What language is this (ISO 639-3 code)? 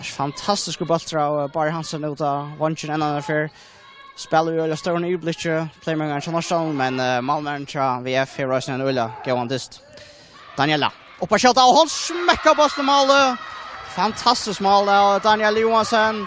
fao